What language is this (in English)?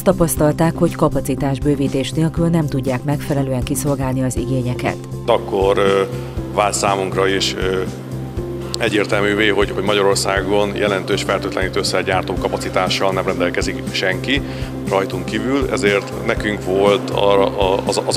Hungarian